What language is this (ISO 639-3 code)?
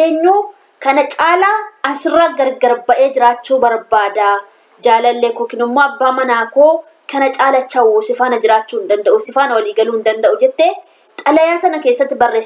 orm